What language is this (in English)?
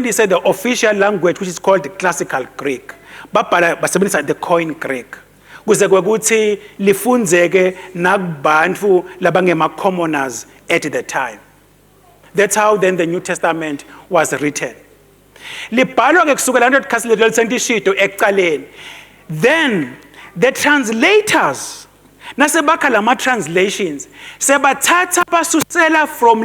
Swati